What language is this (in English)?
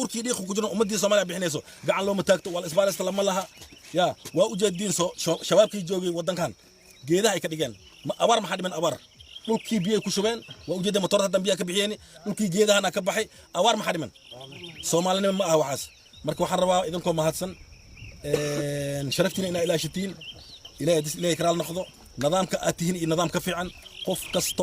Somali